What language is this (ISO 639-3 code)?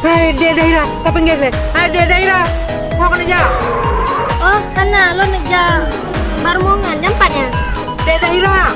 ace